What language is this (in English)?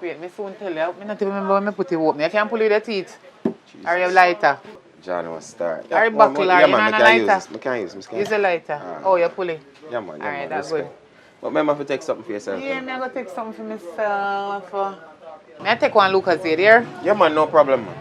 Jamaican Creole English